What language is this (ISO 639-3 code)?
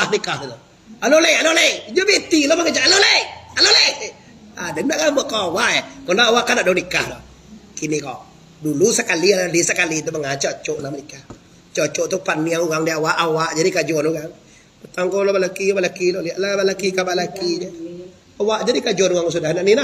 min